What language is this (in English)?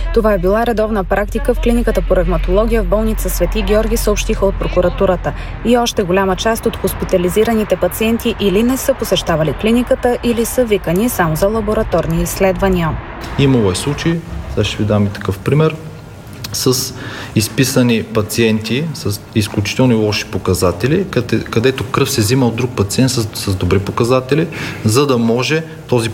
Bulgarian